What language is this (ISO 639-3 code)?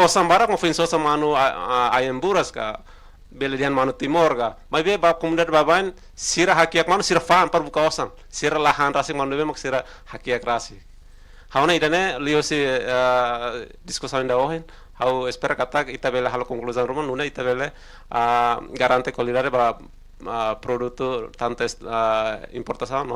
tet